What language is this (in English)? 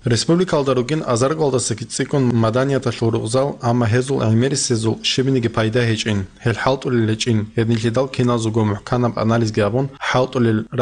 Avaric